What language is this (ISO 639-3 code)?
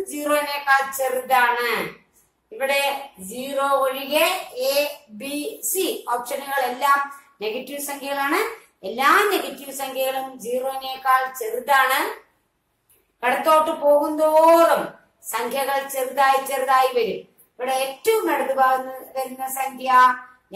mal